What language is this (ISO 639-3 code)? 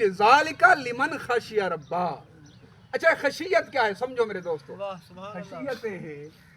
skr